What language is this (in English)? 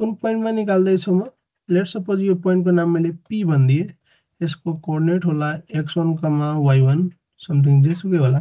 Nepali